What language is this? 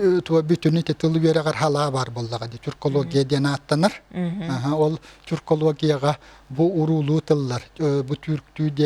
Yakut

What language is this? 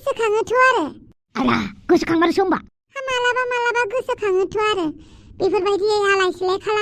Bodo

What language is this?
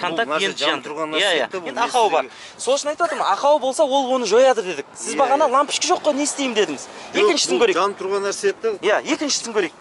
Kazakh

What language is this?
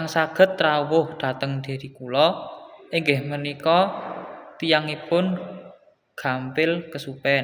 Javanese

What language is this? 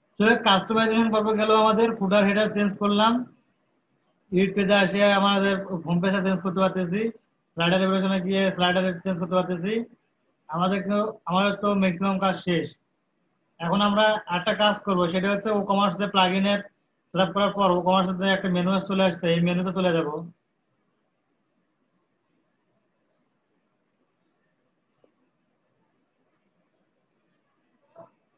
Bangla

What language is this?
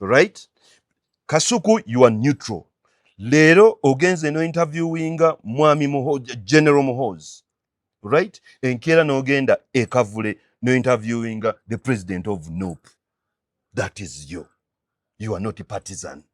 Ganda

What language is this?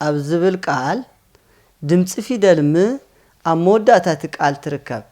Tigrinya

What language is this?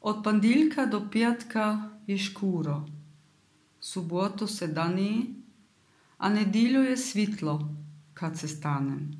Serbian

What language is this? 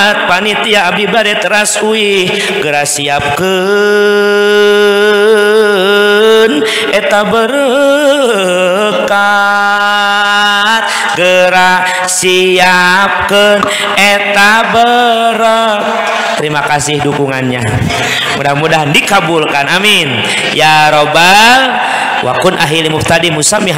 Sundanese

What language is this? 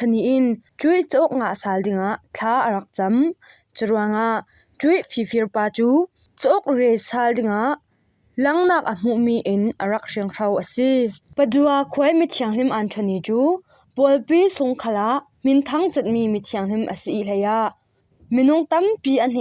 Falam Chin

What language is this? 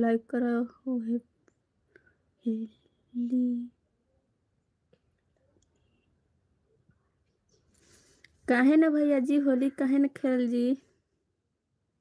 Bhojpuri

